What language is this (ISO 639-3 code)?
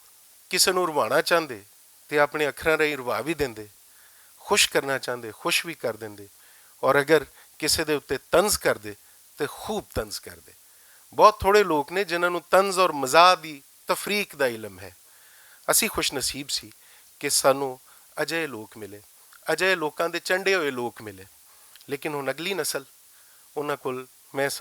lah